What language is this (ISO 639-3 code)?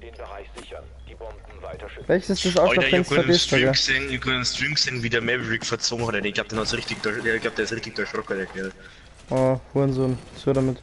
bar